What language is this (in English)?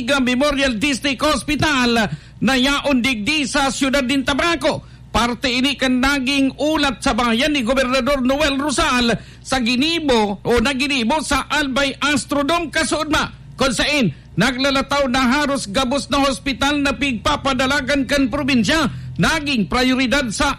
Bikol